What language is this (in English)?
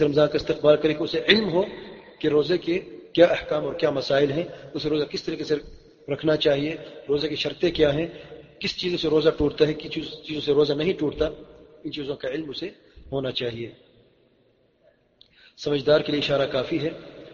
Urdu